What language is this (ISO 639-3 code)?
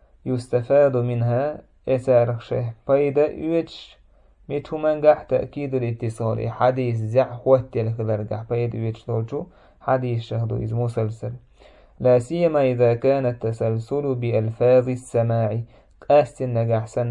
che